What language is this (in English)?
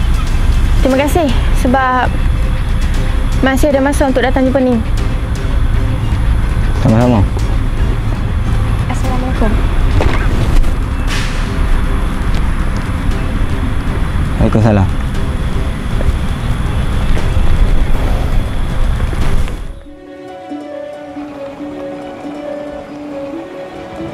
Malay